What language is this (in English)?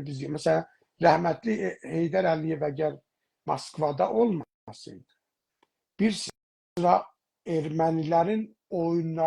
South Azerbaijani